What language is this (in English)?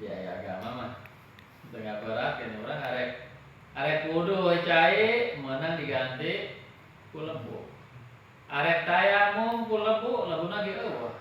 Sundanese